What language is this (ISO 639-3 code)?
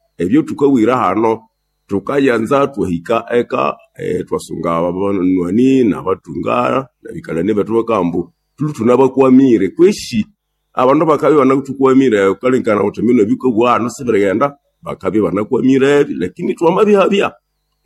nnb